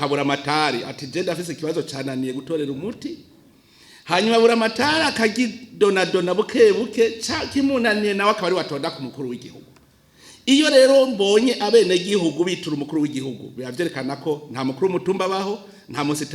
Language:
Rundi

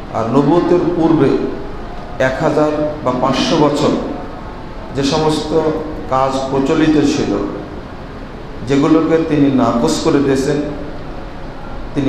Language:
Bangla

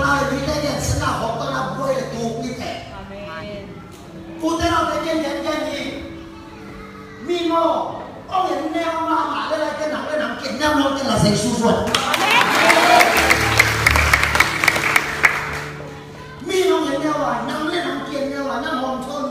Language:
Vietnamese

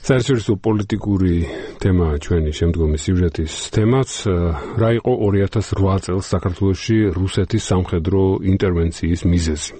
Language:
Georgian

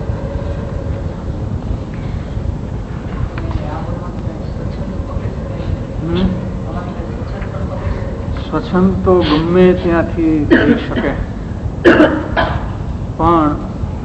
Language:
Gujarati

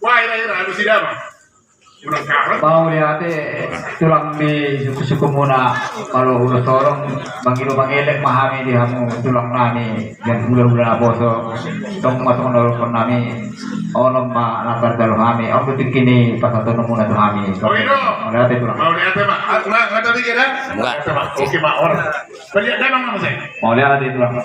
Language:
Batak Toba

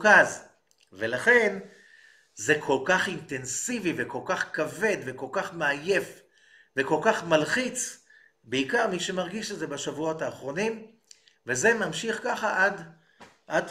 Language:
Hebrew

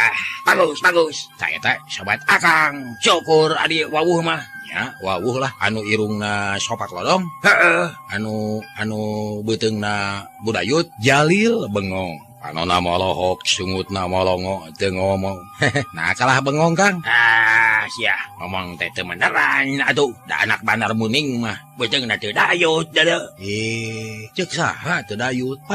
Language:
Sundanese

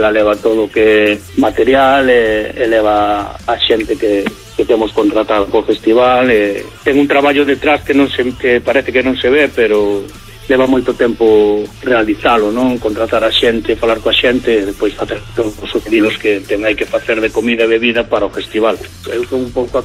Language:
Galician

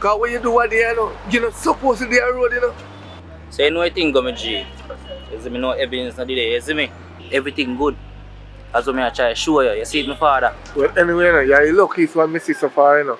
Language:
Jamaican Creole English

